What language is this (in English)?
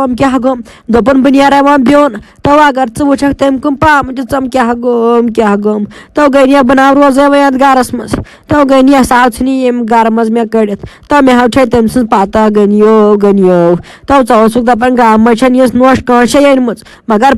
Kashmiri